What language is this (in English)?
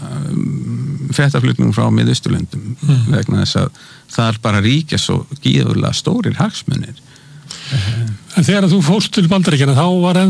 Icelandic